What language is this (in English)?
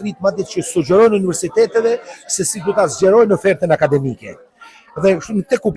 Albanian